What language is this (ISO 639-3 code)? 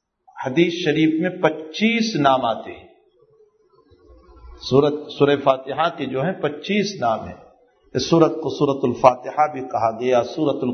urd